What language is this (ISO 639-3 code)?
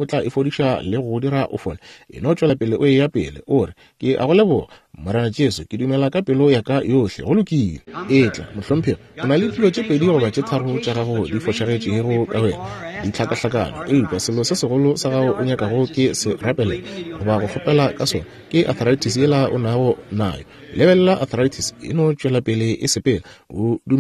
nso